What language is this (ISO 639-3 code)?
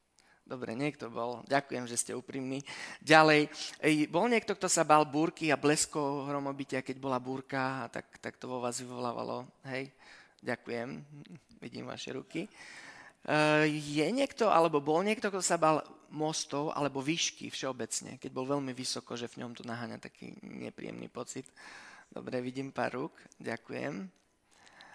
slk